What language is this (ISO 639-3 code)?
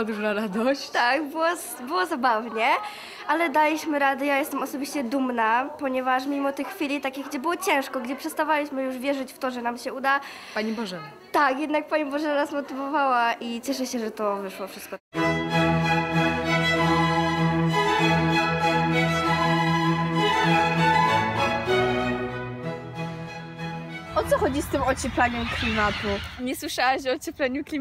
pol